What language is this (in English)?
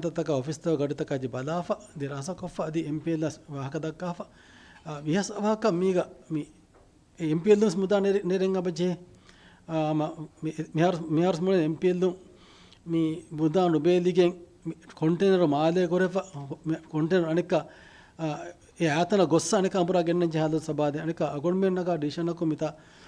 Divehi